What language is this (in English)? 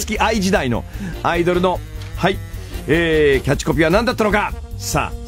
Japanese